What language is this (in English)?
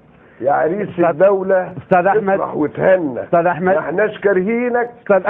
Egyptian Arabic